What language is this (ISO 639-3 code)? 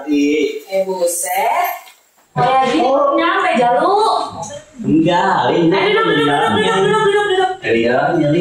bew